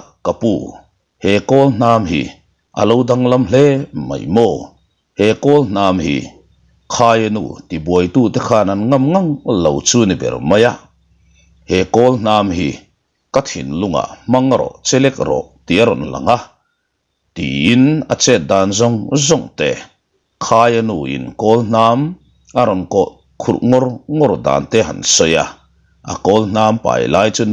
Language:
Mizo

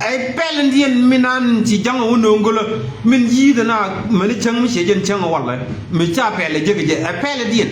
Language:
Nuer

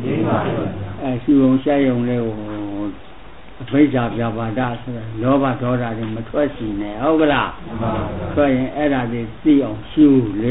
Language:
Burmese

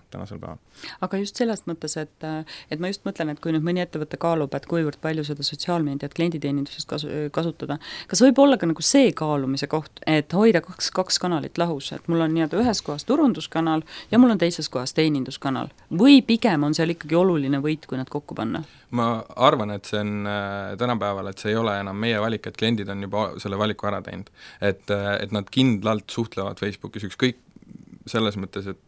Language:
Estonian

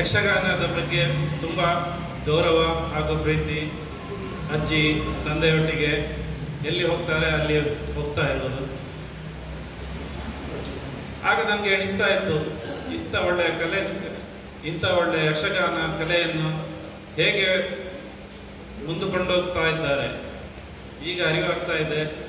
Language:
Kannada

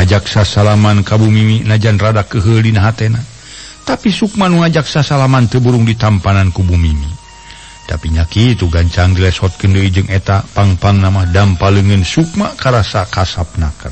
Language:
Sundanese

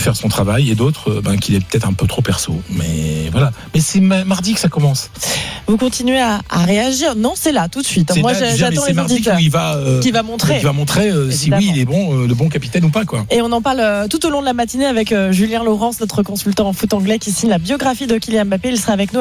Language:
French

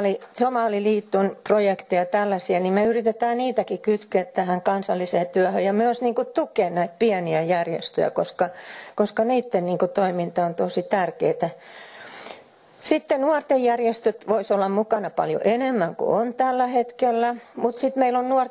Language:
Finnish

